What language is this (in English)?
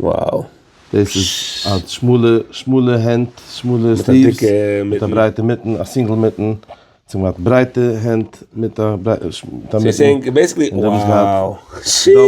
Yiddish